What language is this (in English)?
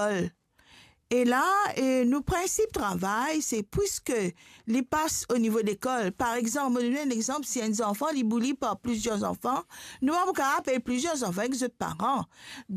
Morisyen